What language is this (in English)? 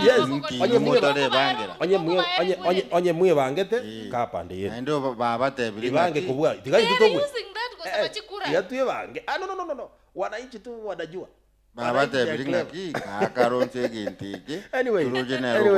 Gusii